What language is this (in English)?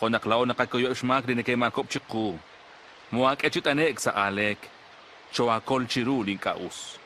Kekchí